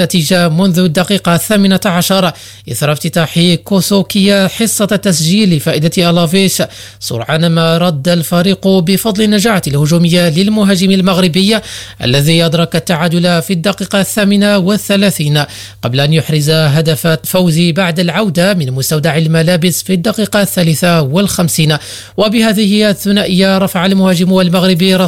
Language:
Arabic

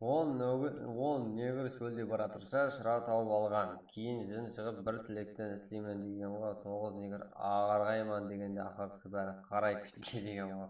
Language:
Kara-Kalpak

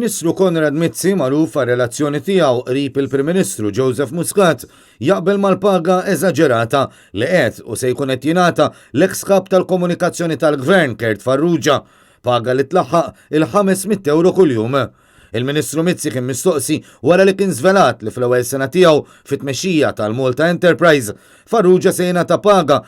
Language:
Maltese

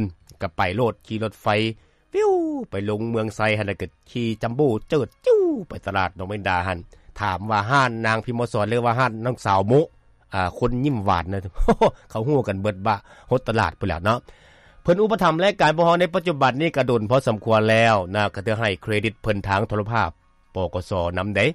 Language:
Lao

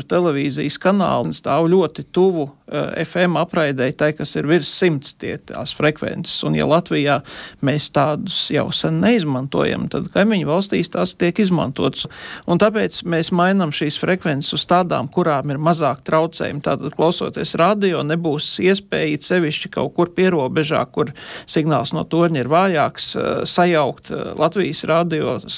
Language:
Latvian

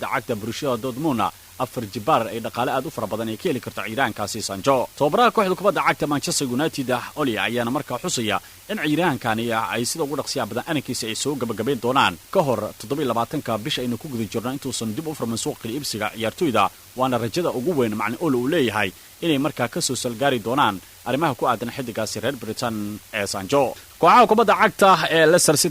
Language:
Somali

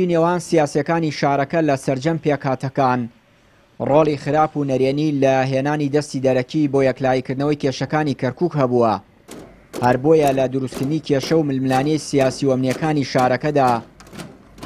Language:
Central Kurdish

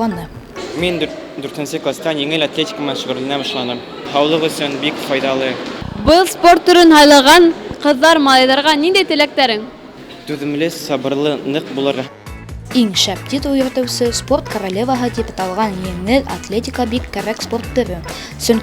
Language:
Bashkir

